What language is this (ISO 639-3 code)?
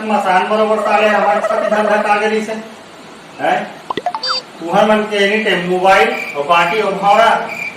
hne